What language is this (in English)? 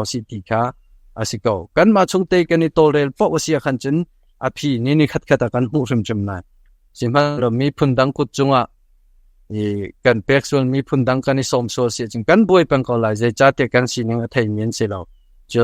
Hakha Chin